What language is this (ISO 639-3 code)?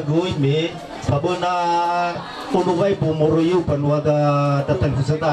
nia